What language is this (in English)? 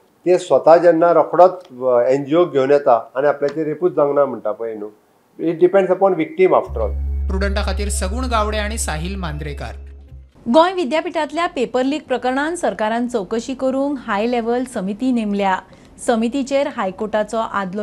Konkani